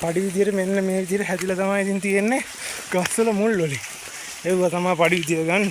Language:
Sinhala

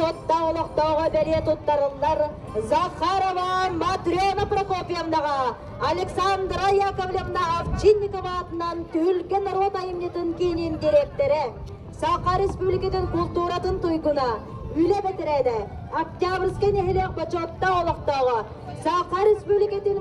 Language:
Yakut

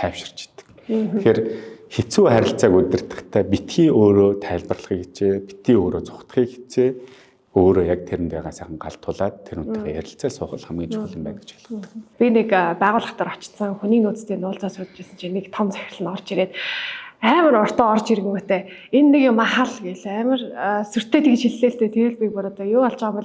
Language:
Mongolian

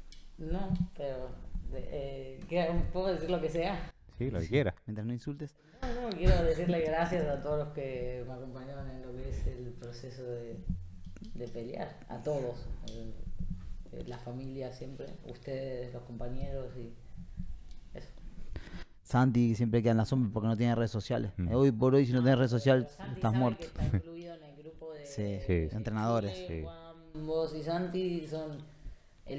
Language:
Spanish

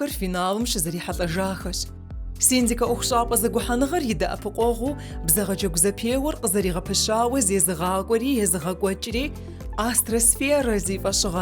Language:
Kabardian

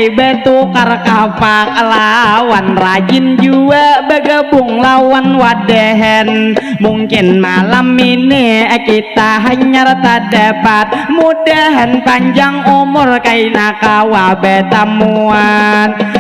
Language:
Banjar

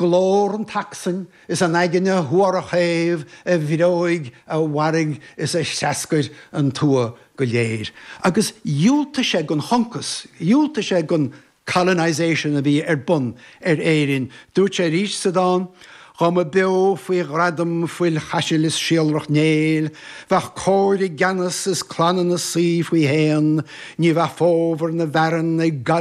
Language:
Irish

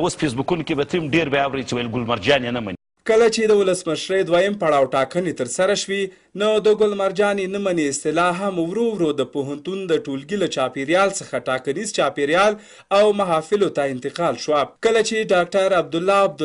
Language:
Pashto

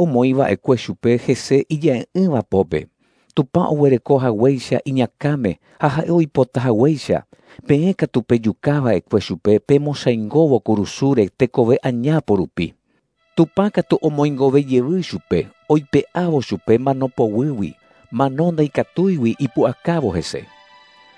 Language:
Guarani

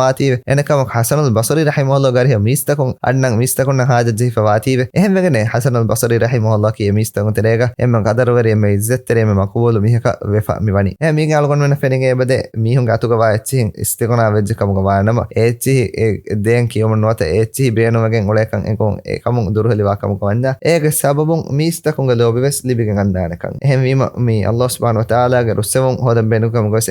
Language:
Divehi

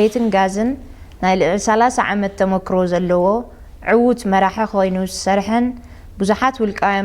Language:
Tigrinya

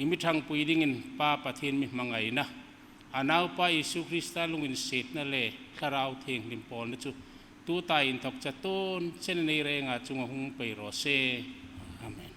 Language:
Hmar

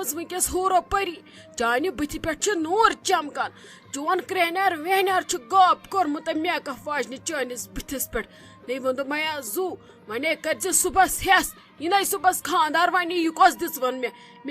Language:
Kashmiri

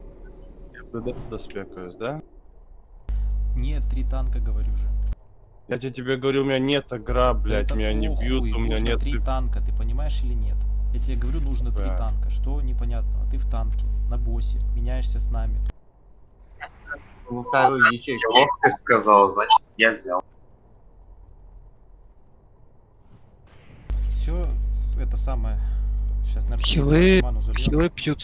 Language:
Russian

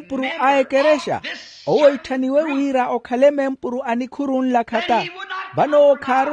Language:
Makhuwa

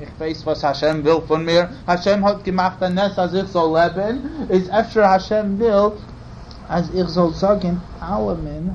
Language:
Yiddish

